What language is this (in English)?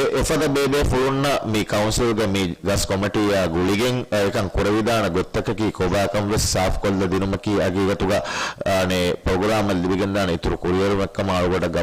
Divehi